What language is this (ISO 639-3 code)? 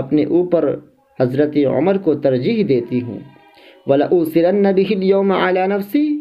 urd